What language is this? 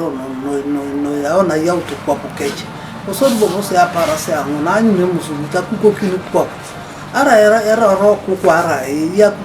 Teso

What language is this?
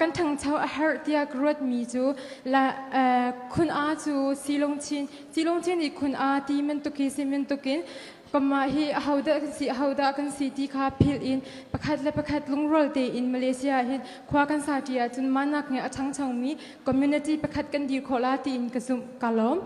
Hakha Chin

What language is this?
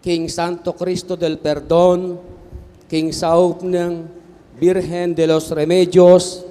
Pampanga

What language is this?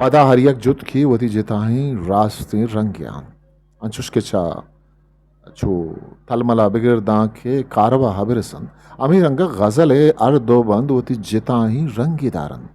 Eastern Balochi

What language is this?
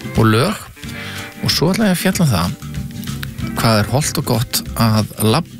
Icelandic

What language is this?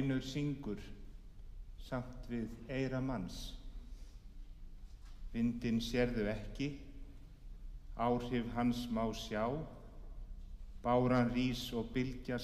Icelandic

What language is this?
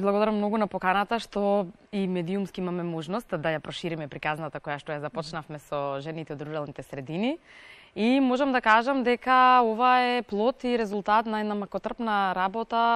Macedonian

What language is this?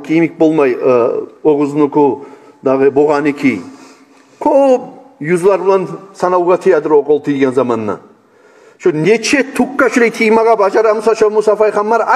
Kumyk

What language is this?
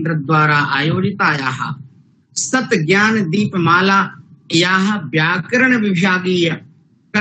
Sanskrit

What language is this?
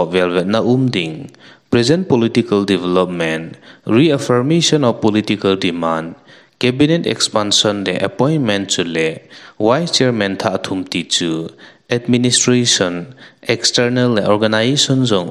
Thado Chin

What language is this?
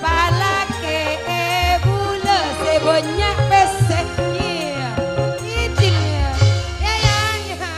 Madurese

